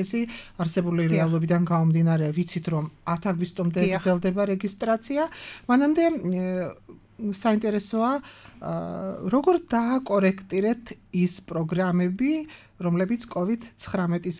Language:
Georgian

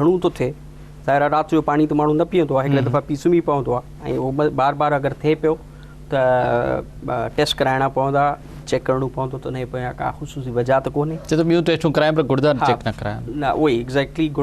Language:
Sindhi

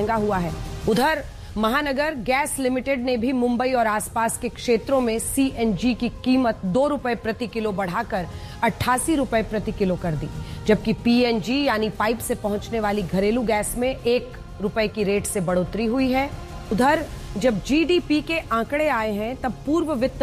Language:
Hindi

